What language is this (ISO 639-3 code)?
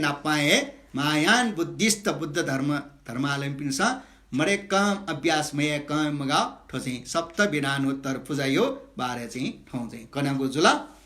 new